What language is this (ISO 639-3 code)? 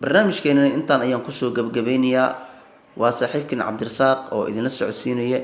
som